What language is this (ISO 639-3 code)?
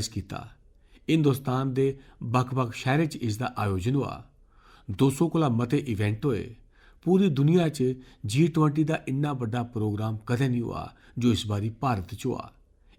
doi